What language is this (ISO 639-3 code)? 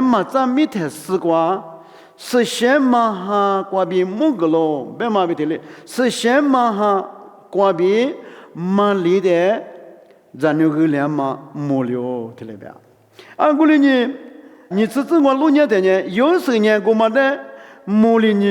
lis